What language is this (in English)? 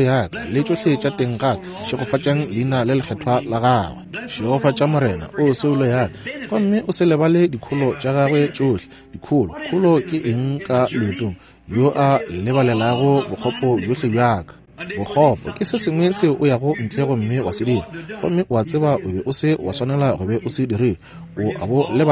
Northern Sotho